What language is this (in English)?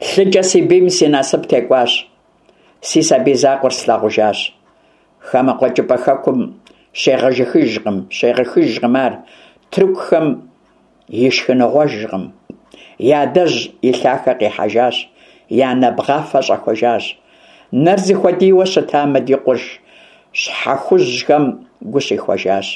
Kabardian